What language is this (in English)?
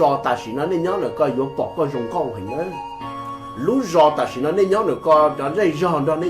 Hmong